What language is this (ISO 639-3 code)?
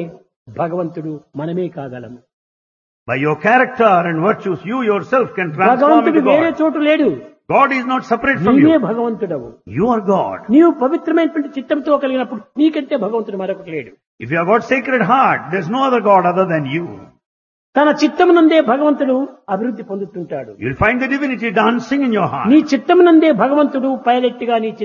tel